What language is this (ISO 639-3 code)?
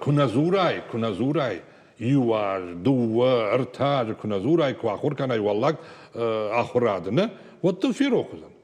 oss